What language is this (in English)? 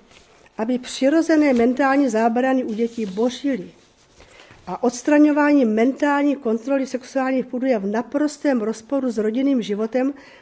Czech